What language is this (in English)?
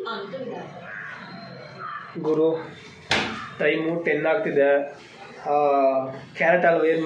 Kannada